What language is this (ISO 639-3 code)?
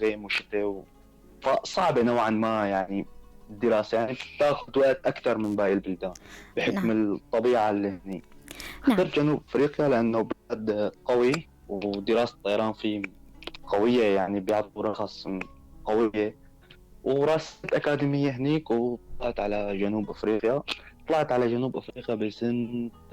apc